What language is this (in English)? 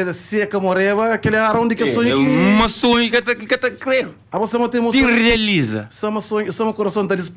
Kabuverdianu